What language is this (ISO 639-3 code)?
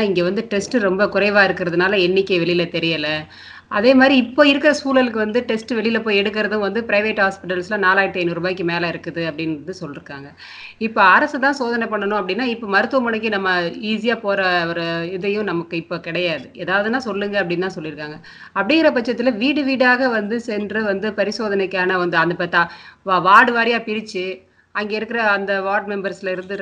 tam